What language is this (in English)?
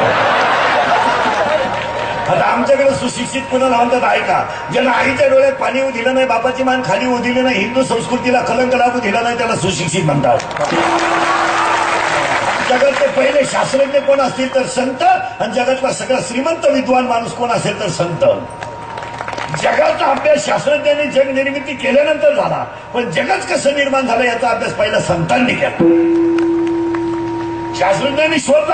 Marathi